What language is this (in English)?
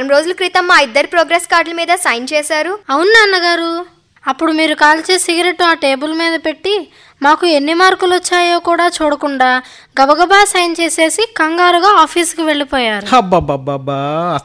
Telugu